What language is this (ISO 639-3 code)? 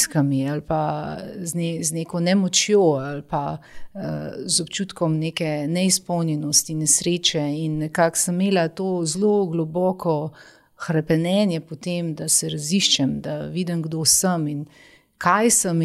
slv